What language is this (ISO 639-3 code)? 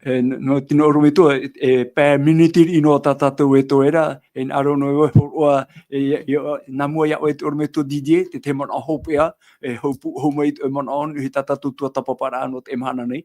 tah